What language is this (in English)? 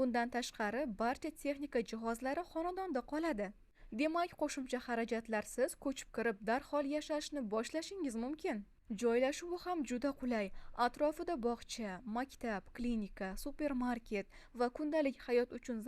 Uzbek